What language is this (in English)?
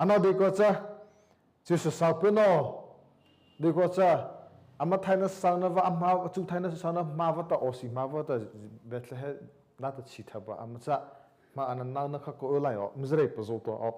Mara Chin